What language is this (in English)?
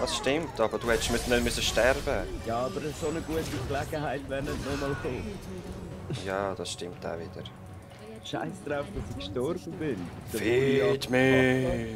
Swiss German